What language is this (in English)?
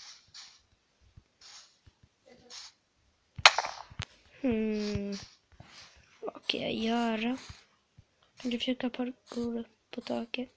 Swedish